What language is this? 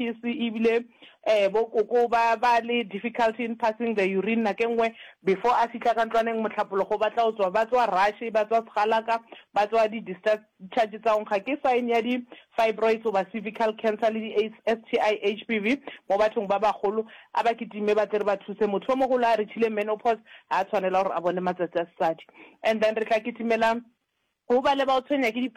Northern Sotho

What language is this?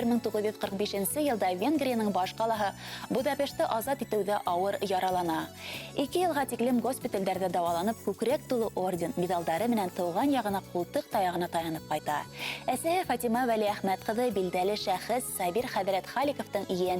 Bashkir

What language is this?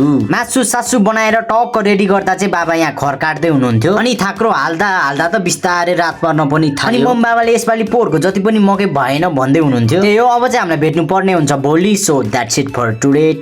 Nepali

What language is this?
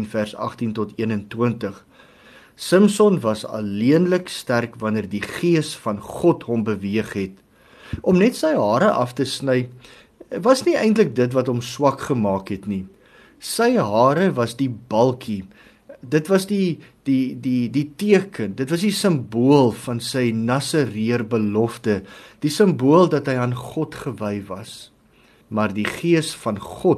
Afrikaans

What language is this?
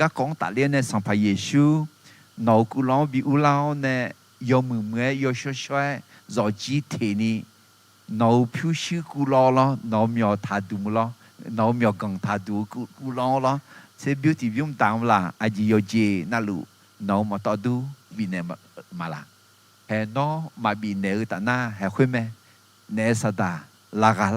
Akha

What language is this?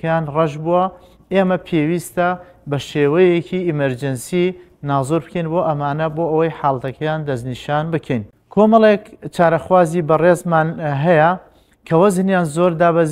Central Kurdish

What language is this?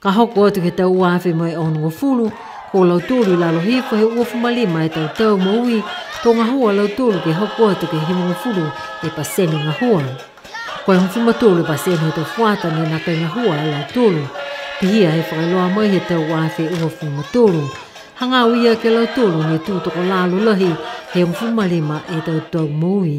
Niuean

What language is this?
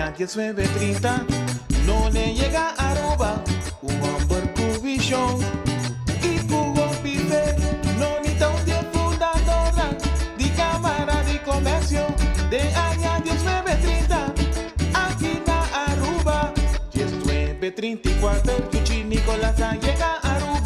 Papiamento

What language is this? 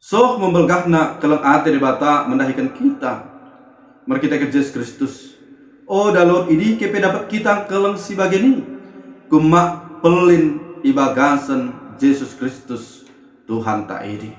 Batak Dairi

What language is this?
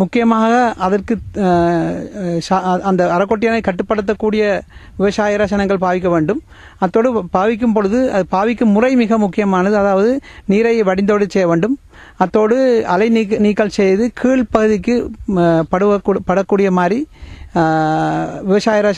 Tamil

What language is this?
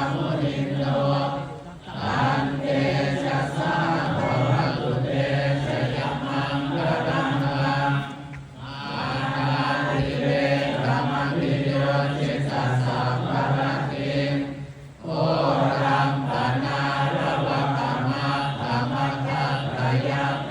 Pali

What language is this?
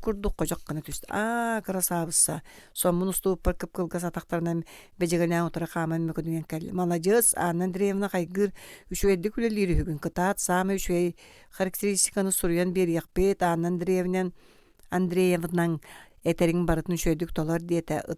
Yakut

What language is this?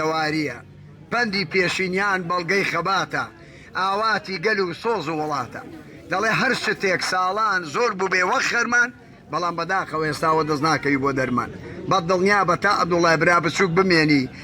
Central Kurdish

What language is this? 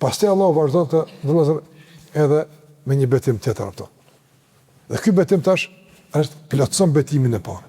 Albanian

